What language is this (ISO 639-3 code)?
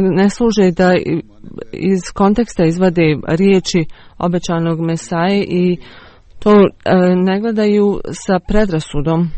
bos